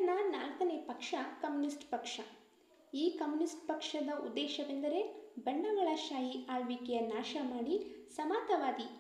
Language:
Kannada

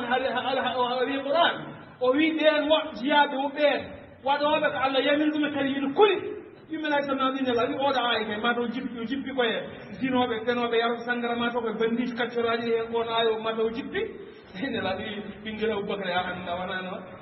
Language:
Fula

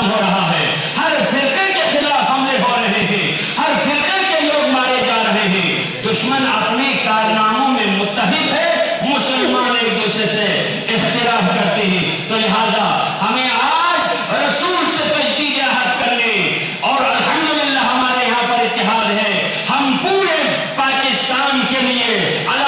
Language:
Urdu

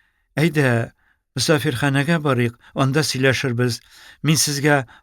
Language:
Tatar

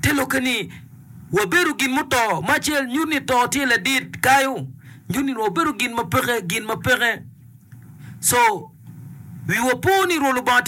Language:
Acoli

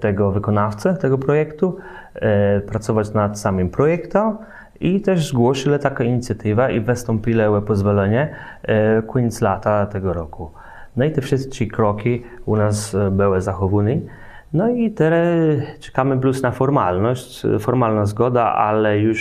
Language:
Kashubian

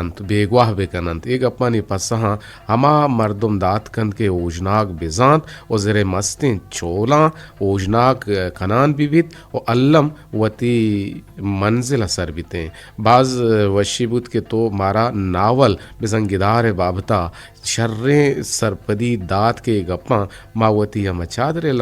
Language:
Eastern Balochi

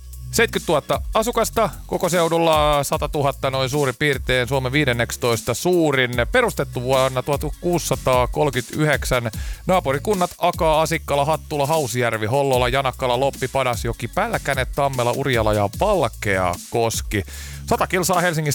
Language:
Finnish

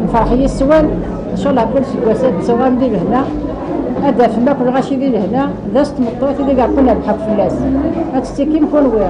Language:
Kabyle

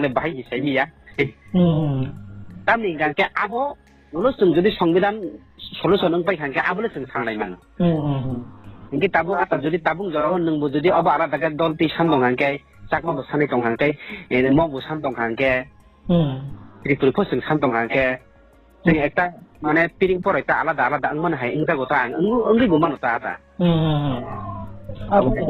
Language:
Riang (India)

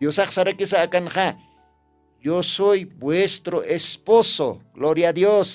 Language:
Aymara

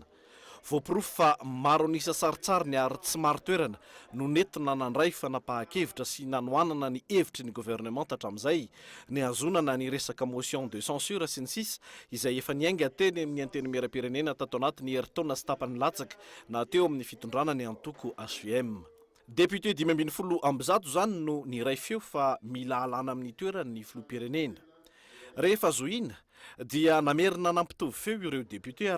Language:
Malagasy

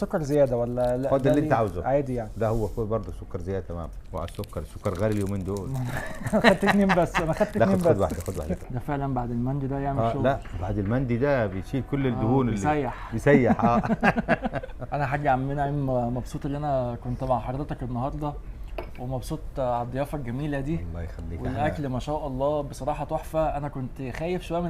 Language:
Egyptian Arabic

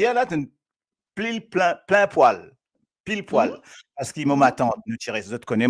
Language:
Morisyen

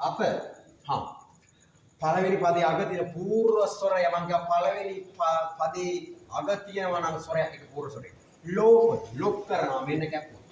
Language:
Sinhala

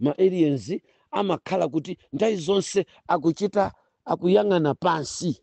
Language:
Nyanja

